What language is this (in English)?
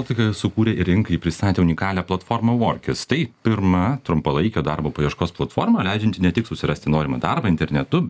Lithuanian